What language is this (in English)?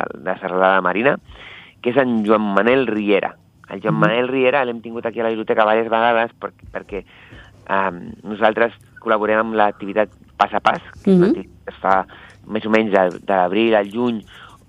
Catalan